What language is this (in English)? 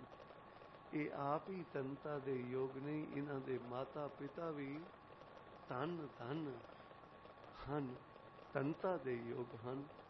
Punjabi